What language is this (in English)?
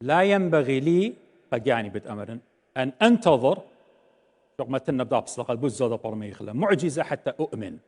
Assyrian Neo-Aramaic